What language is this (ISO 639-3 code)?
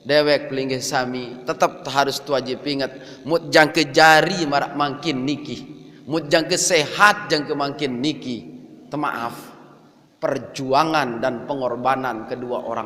sas